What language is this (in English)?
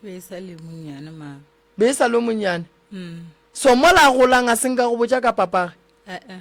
Northern Sotho